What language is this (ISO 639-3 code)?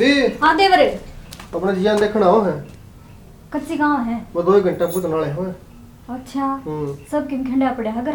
bgc